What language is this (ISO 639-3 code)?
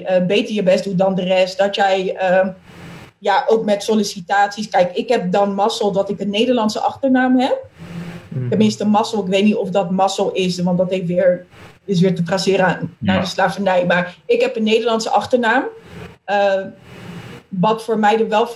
nld